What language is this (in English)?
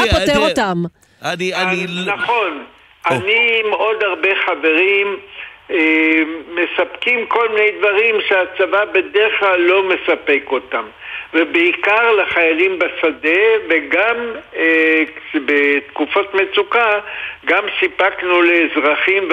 Hebrew